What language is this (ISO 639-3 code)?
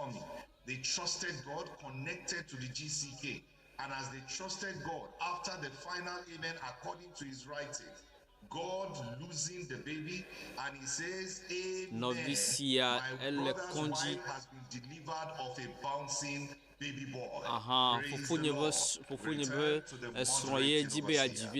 ewe